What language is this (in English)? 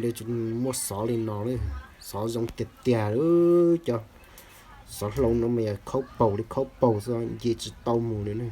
Hmong